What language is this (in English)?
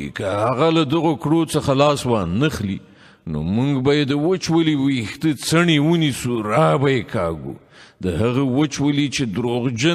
Pashto